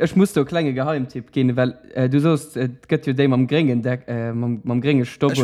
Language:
Luxembourgish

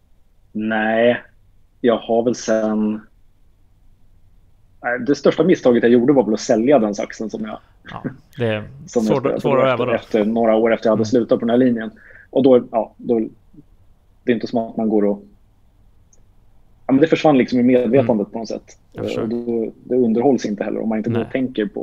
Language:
Swedish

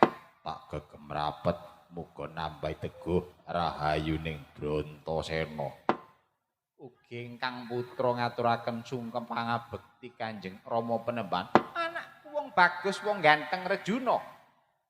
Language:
Javanese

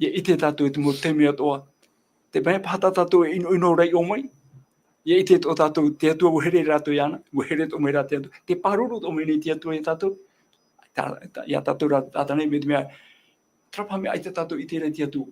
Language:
Tahitian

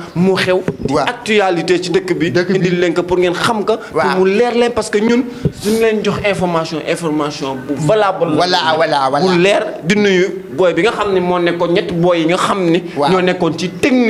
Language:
Wolof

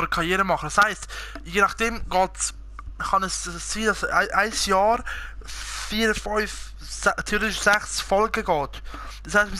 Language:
Swiss German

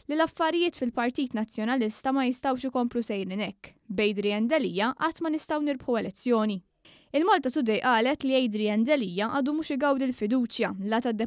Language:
Maltese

